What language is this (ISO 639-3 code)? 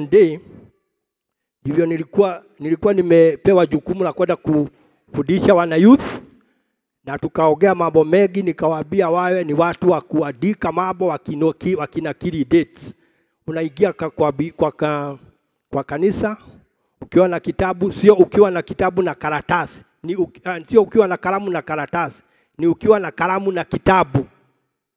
swa